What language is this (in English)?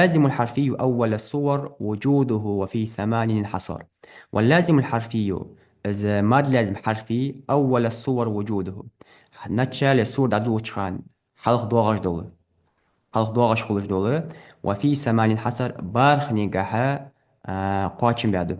Ingush